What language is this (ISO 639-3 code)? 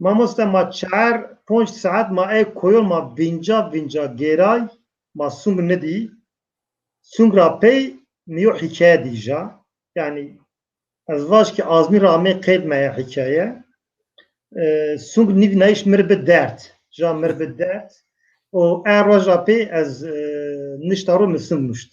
zza